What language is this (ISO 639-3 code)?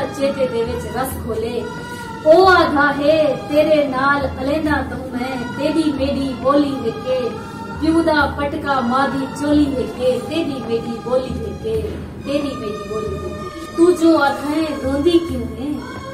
skr